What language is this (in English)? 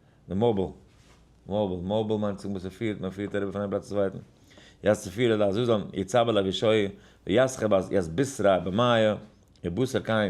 Yiddish